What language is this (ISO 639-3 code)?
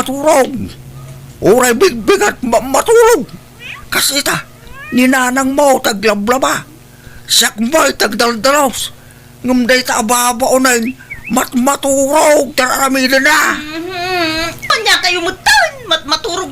ilo